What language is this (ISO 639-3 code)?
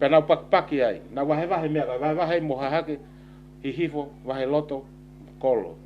ton